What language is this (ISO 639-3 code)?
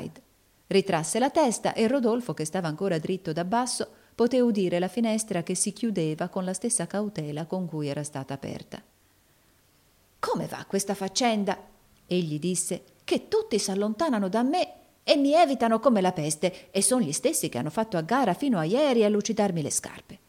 ita